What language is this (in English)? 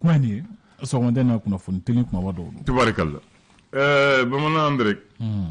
Bambara